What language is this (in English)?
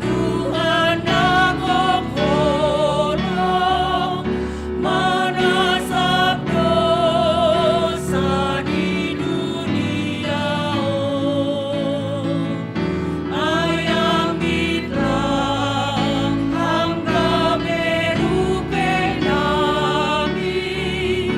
Batak Simalungun